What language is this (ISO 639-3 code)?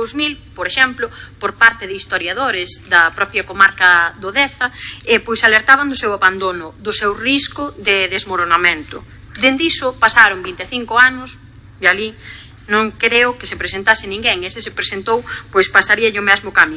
glg